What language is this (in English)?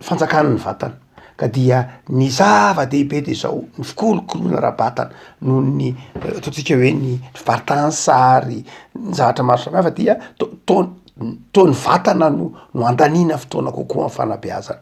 Malagasy